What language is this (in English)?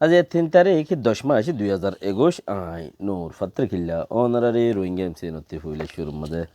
Rohingya